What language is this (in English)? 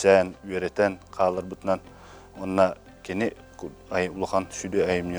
Yakut